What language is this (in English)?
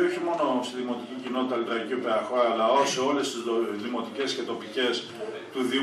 Greek